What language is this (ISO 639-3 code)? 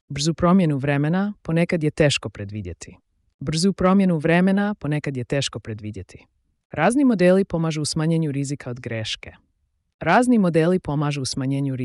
slv